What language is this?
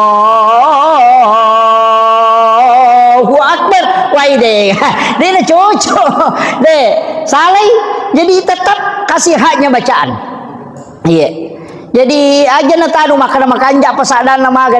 Buginese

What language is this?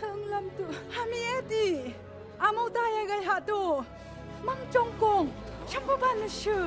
Phom Naga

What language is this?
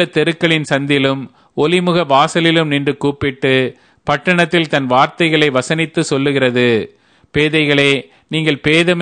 Tamil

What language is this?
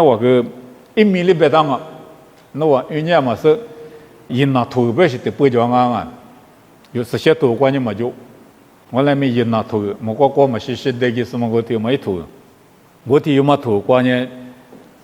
Lisu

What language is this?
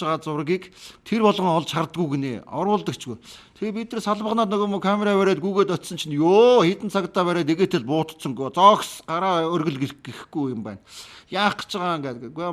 Mongolian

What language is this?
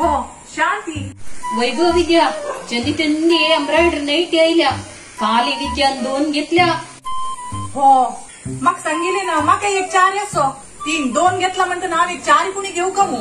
Konkani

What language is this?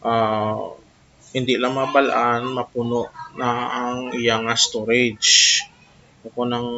Hiligaynon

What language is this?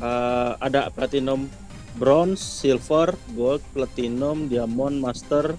Banjar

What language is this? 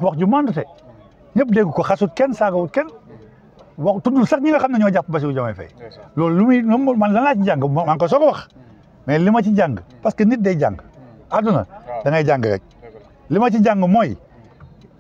Wolof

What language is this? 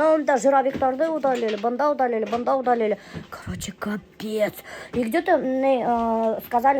Bashkir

